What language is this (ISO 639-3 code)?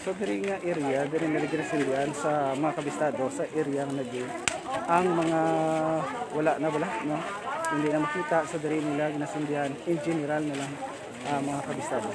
hil